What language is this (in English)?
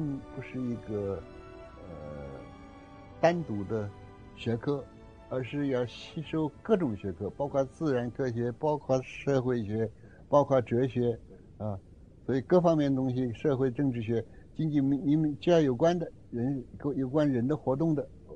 Chinese